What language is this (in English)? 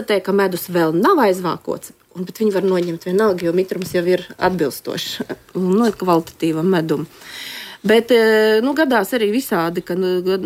Latvian